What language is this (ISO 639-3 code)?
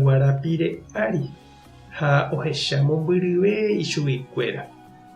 grn